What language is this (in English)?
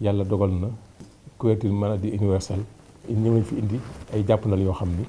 Wolof